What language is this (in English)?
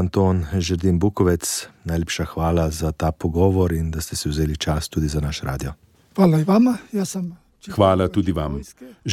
Slovenian